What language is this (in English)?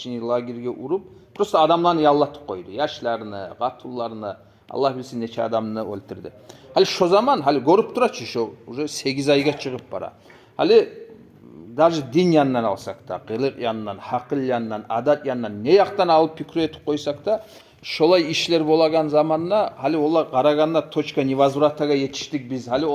Kumyk